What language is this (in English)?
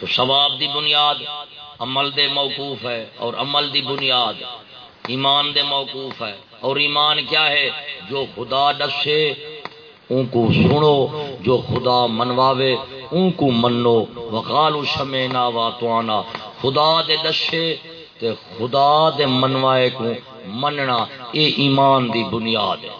Saraiki